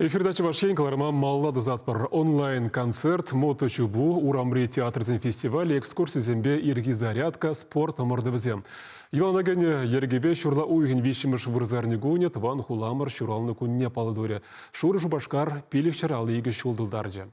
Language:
Chuvash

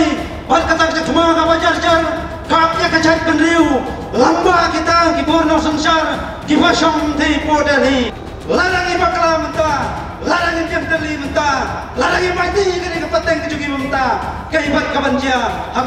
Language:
Khasi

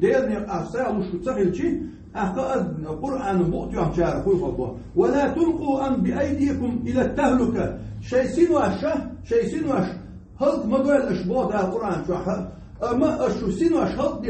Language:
Chechen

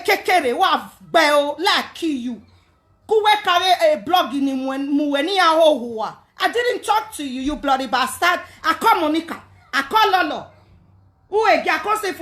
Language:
Nigerian Pidgin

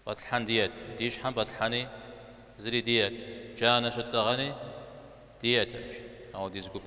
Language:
Kabardian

